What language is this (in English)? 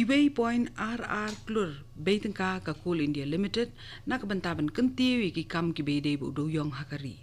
Khasi